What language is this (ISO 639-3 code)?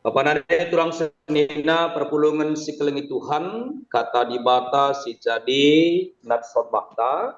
btx